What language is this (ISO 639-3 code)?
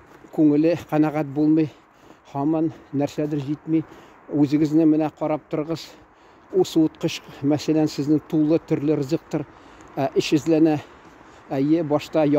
tat